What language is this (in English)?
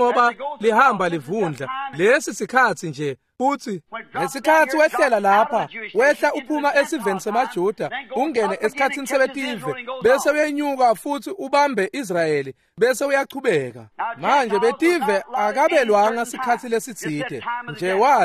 Swati